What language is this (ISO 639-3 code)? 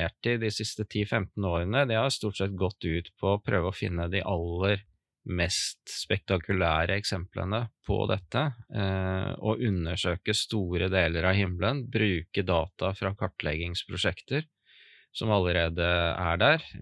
nor